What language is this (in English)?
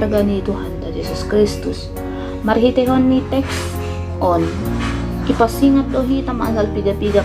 Batak Simalungun